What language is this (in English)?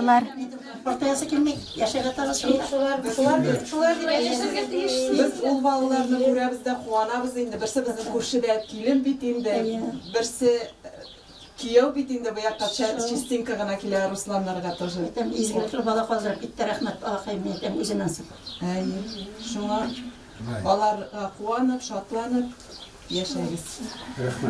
Bashkir